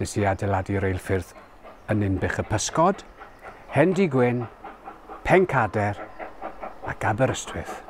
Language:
Welsh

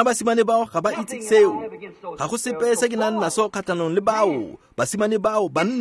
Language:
Tswana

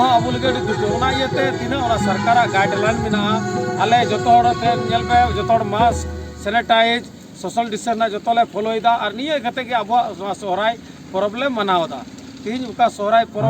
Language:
Santali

